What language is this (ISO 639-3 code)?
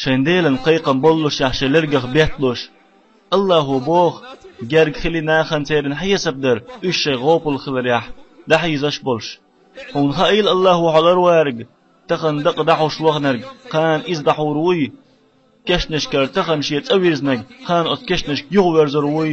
che